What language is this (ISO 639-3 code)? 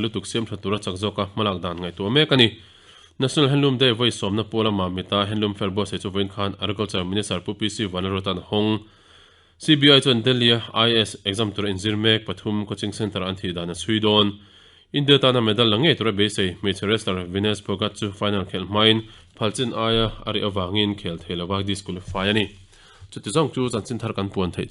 lus